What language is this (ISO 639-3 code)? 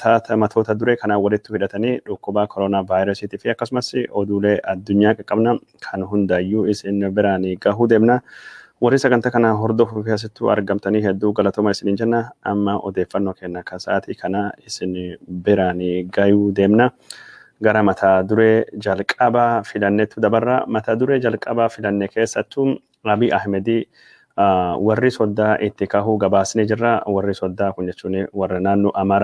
orm